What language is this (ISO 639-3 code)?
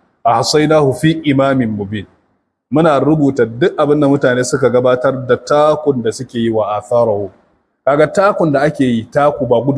hau